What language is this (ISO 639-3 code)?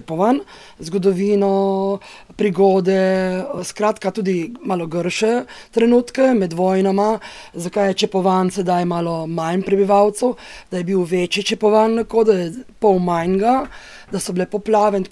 slv